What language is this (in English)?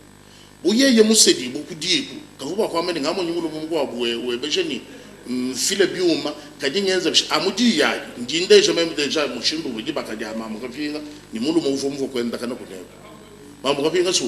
Luba-Lulua